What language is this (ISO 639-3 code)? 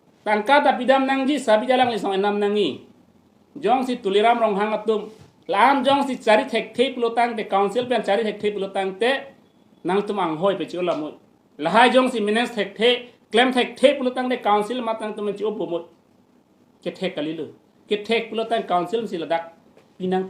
mjw